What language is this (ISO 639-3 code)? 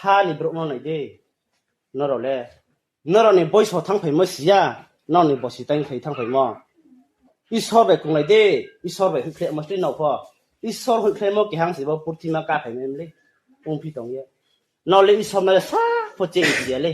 ria